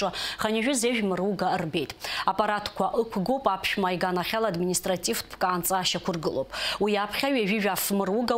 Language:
Abkhazian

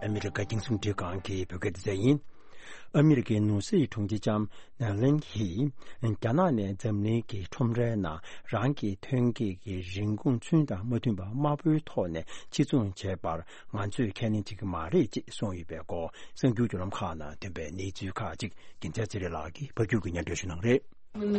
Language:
Tibetan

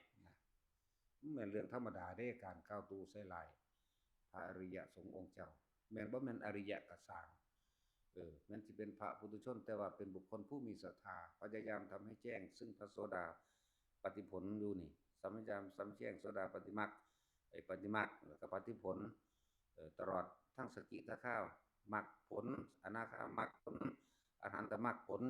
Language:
Northeastern Thai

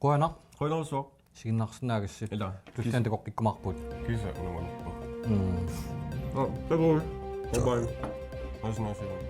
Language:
Kalaallisut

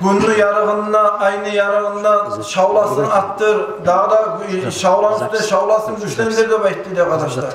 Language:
Kumyk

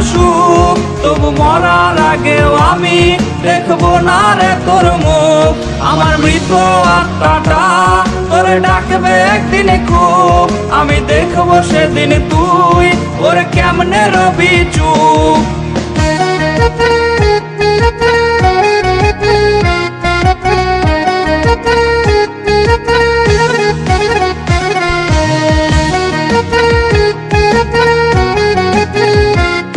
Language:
Bangla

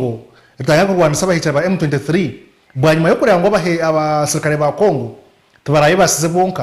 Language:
Nyankole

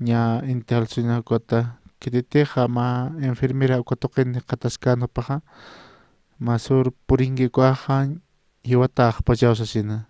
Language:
Aymara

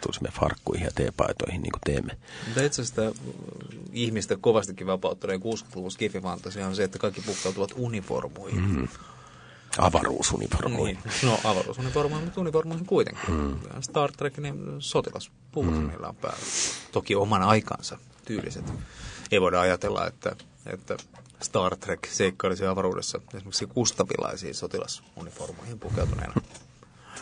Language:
Finnish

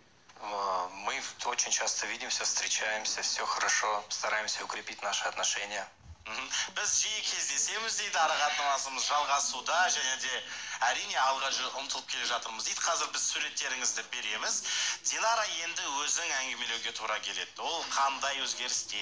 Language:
Kazakh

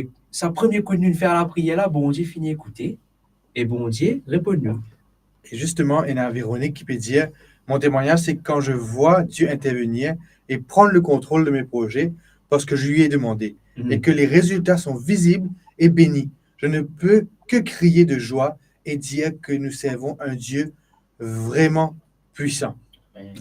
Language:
Morisyen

